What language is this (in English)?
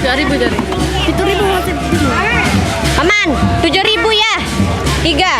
Sasak